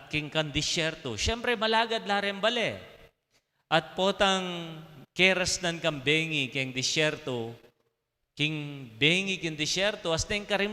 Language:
Pampanga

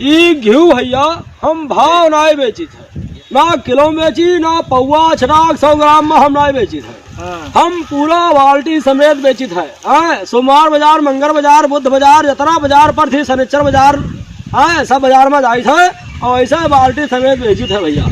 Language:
Awadhi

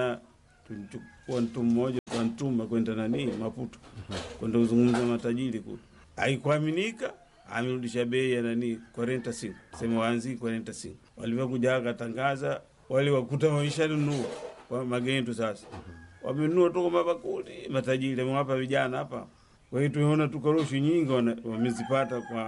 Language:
Swahili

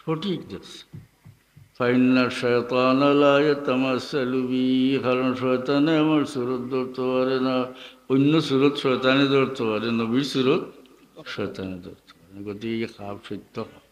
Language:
Sylheti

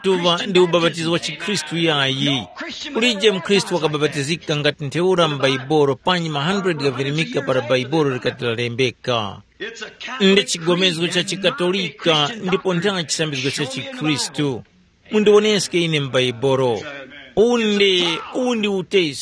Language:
Tumbuka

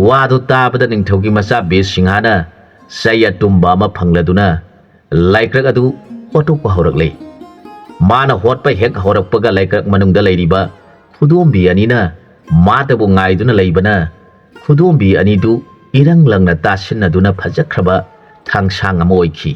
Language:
Manipuri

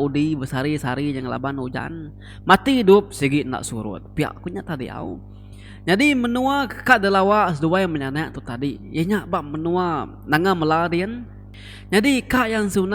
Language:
Iban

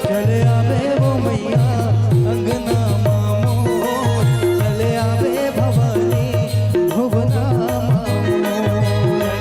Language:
Chhattisgarhi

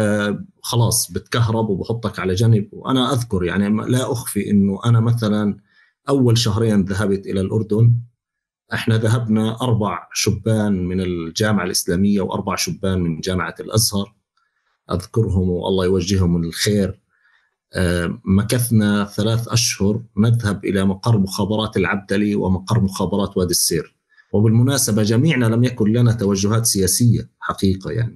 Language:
North Levantine Arabic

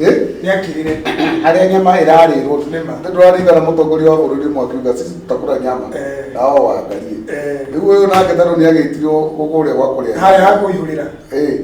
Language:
Kikuyu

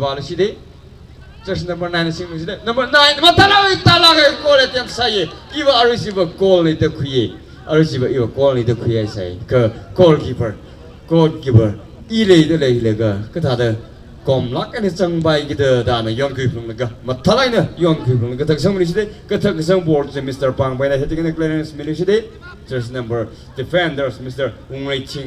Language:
Tangkhul Naga (India)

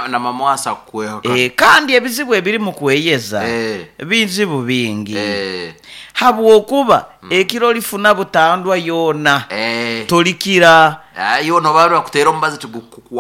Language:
Nyoro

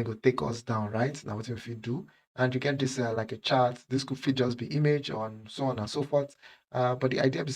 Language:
Nigerian Pidgin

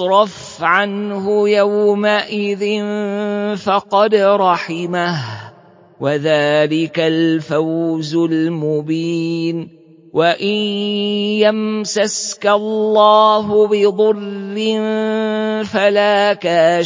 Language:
Arabic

